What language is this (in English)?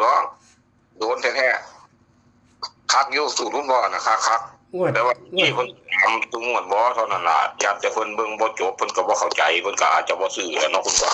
Northeastern Thai